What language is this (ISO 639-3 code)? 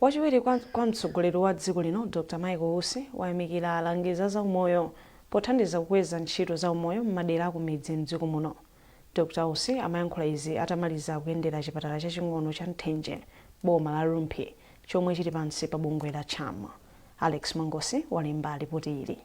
nya